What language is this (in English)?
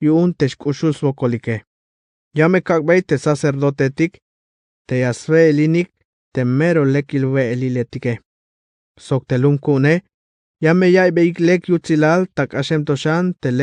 Tzeltal